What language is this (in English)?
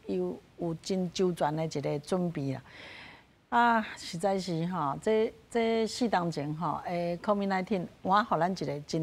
Min Nan Chinese